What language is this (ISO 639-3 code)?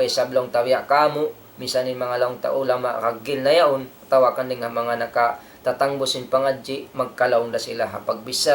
tsg